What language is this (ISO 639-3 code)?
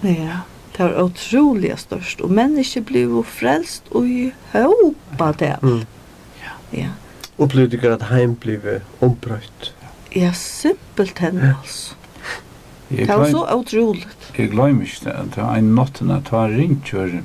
fao